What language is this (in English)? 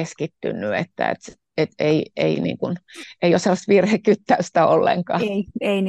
Finnish